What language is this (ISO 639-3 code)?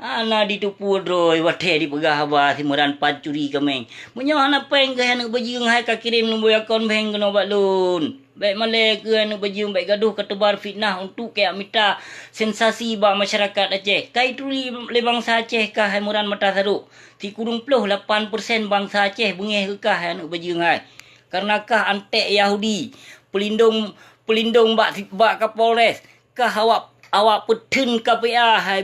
ace